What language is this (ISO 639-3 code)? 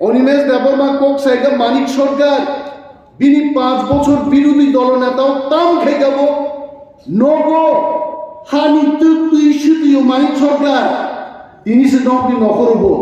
trp